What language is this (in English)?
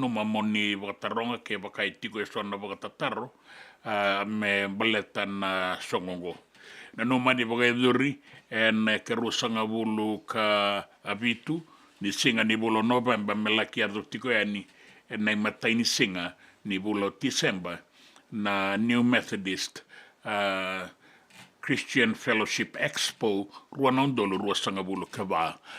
Fijian